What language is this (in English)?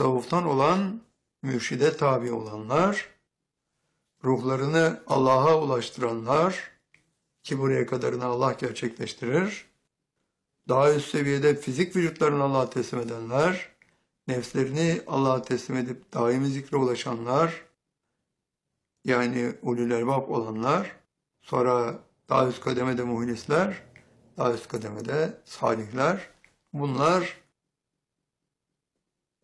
Turkish